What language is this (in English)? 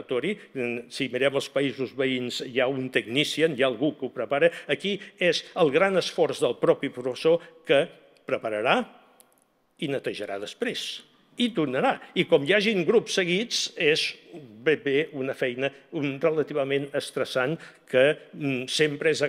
Catalan